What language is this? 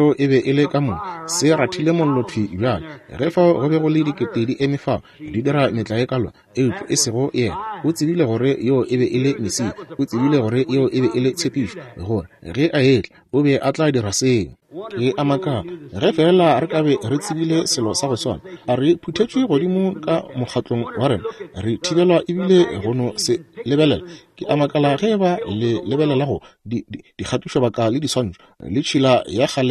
Northern Sotho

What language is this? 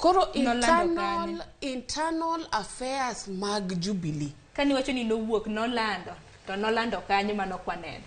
Luo (Kenya and Tanzania)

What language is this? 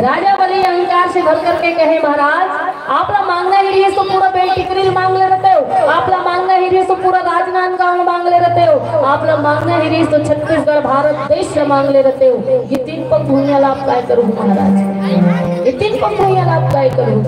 Chhattisgarhi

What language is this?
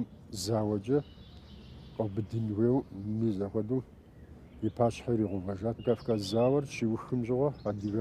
Kabardian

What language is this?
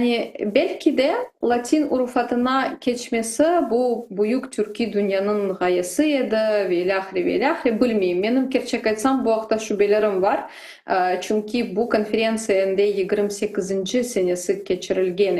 Crimean Tatar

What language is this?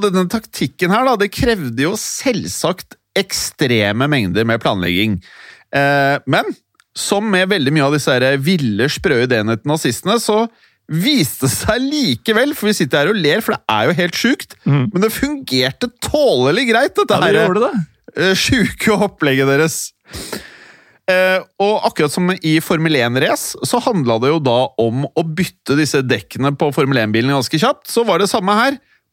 Norwegian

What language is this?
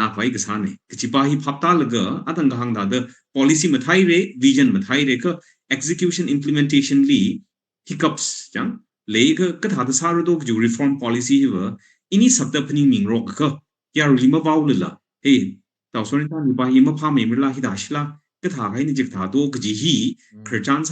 Tangkhul Naga (India)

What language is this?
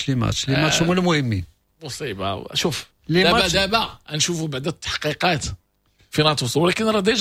Moroccan Arabic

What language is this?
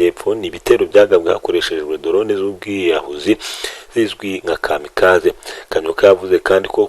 Kinyarwanda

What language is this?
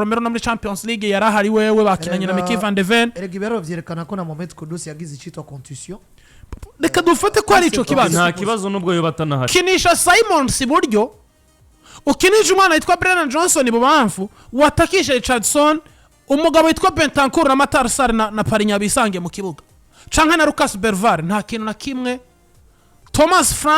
Rundi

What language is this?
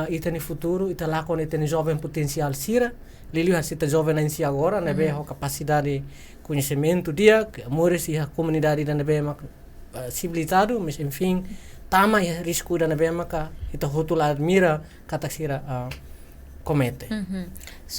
Tetum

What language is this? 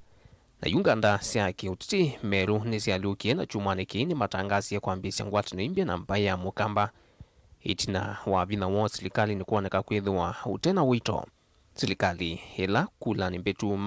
Kamba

